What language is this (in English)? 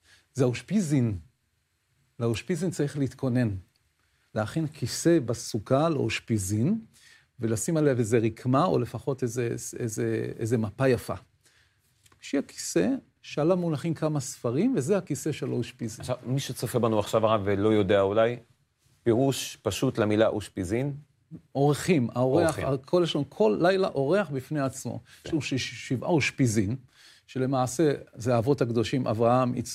Hebrew